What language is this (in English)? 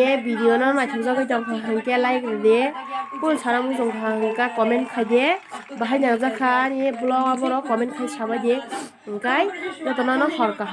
Kok Borok